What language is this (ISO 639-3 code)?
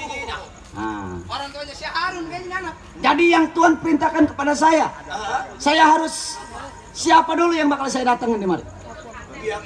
bew